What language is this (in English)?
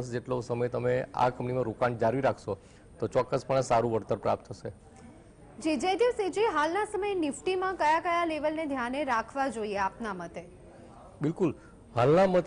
Gujarati